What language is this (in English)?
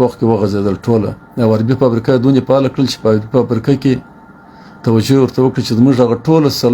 Pashto